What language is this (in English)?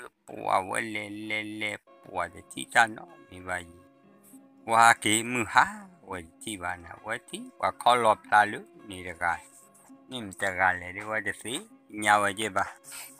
S'gaw Karen